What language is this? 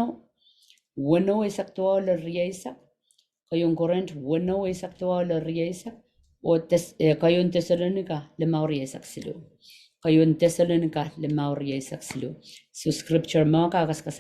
Pohnpeian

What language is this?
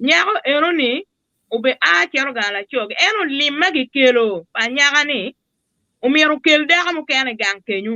Acoli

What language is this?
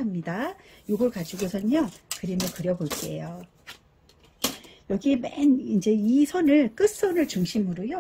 Korean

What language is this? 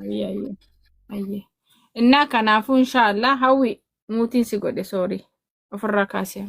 Oromo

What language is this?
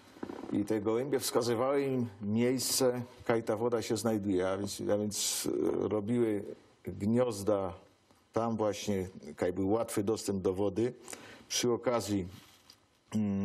Silesian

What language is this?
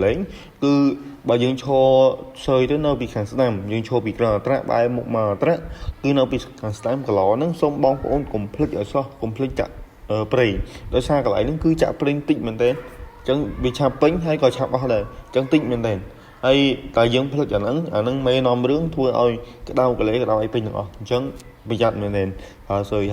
Khmer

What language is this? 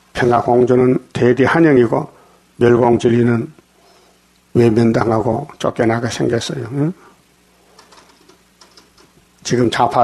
Korean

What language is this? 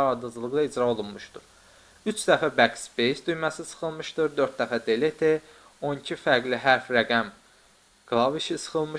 Azerbaijani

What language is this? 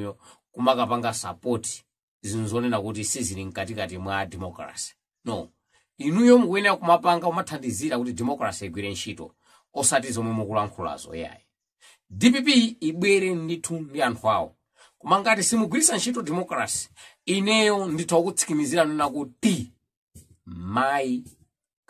Nyanja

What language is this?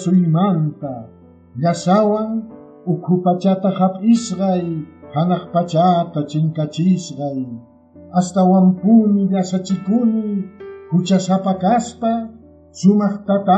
Quechua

